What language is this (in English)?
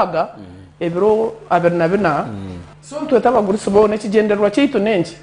Nyankole